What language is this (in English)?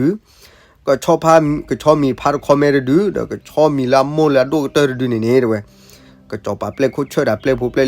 S'gaw Karen